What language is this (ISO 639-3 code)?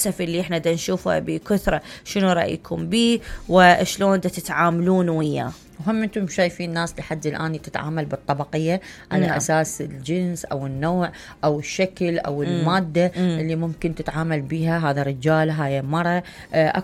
acm